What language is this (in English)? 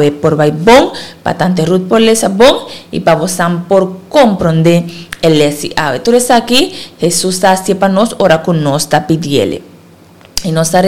Papiamento